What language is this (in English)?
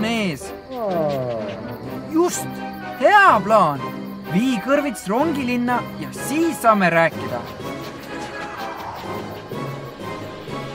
Estonian